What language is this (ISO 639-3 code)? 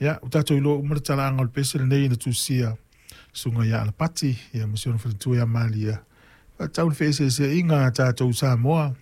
smo